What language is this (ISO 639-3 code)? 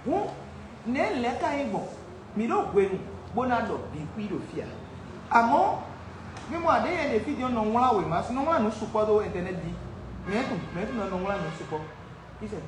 fon